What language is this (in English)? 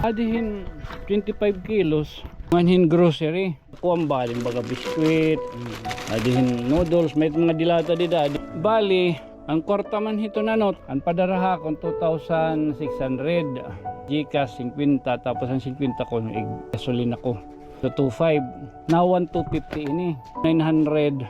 Waray